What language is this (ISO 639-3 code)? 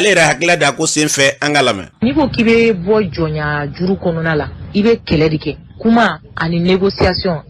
bam